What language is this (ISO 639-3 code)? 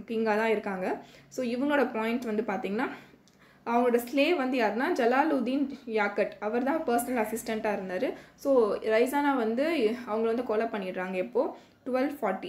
tam